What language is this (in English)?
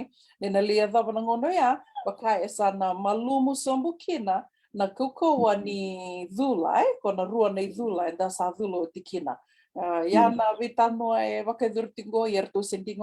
Fijian